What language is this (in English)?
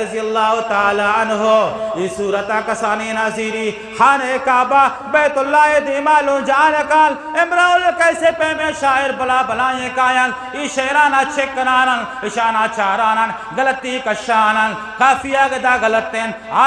Eastern Balochi